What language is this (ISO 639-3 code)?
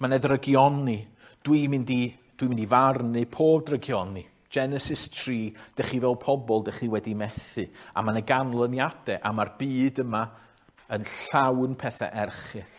cym